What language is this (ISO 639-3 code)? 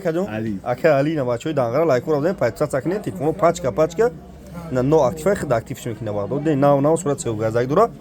tgk